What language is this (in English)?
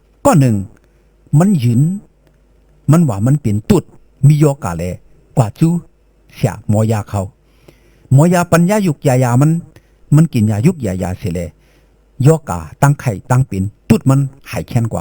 Shan